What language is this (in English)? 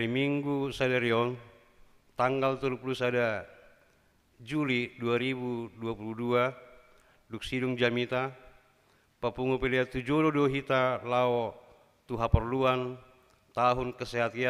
Batak Toba